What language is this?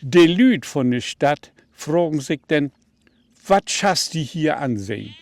Low German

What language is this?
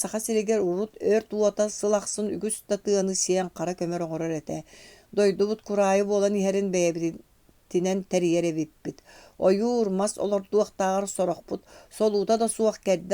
Yakut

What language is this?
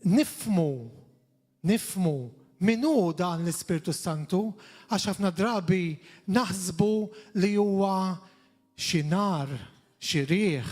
Maltese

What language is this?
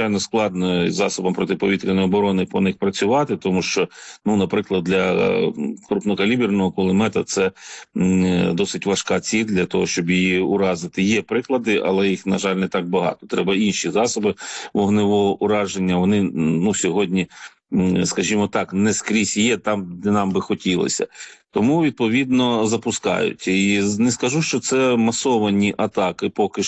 Ukrainian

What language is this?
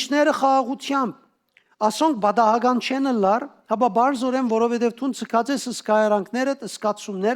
Western Armenian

